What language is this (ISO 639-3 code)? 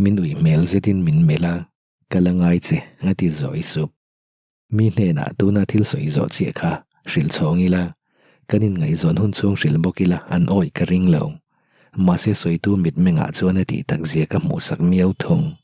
lus